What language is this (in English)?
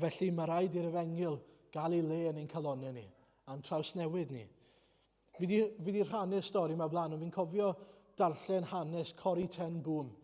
Welsh